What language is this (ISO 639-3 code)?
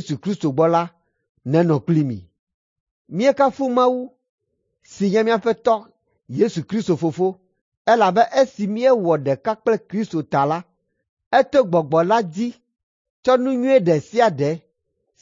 ewe